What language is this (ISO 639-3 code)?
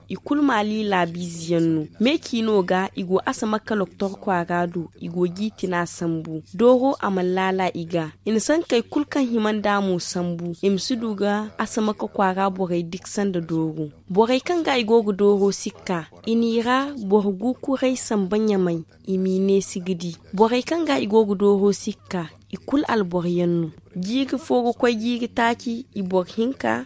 dje